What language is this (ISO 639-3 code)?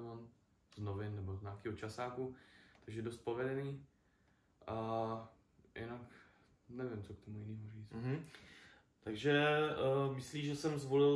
ces